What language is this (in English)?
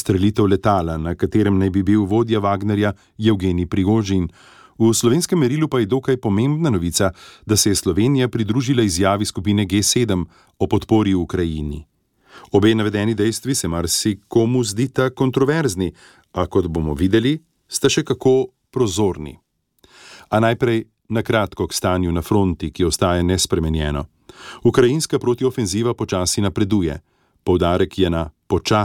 Slovenian